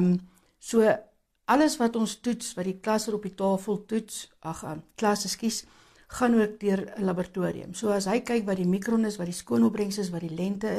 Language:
Afrikaans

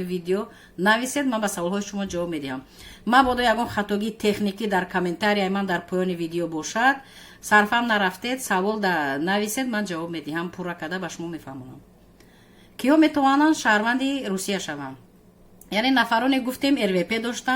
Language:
Tajik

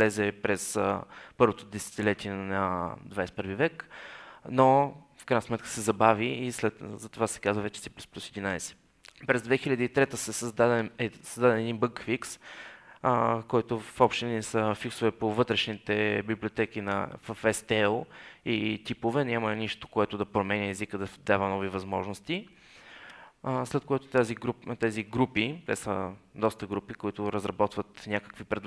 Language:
Bulgarian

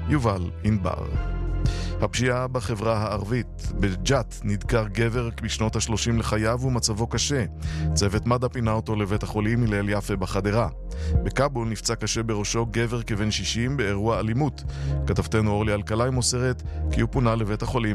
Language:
Hebrew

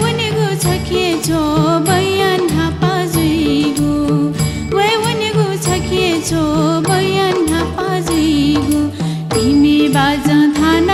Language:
Newari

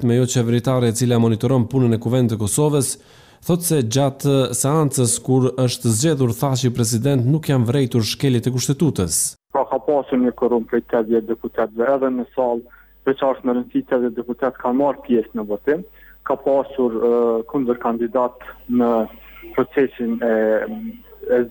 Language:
Albanian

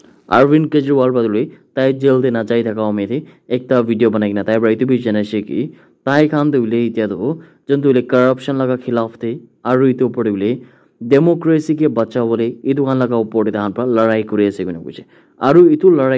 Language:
Naga Pidgin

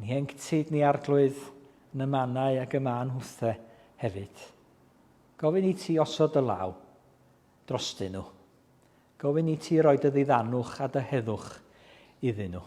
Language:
Welsh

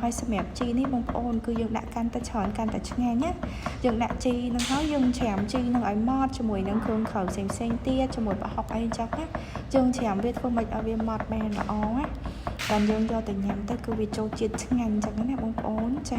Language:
Khmer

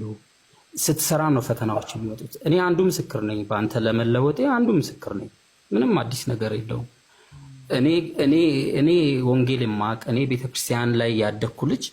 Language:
Amharic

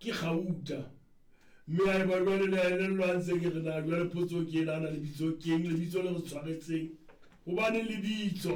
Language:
Southern Sotho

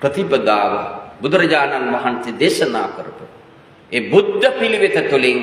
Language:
Sinhala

